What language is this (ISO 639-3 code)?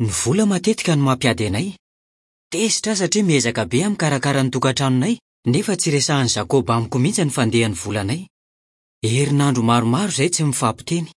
mlg